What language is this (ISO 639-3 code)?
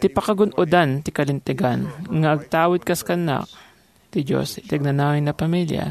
ilo